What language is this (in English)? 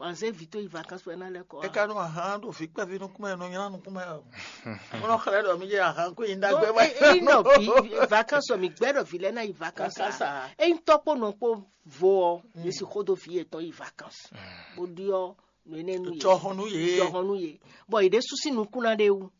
Fon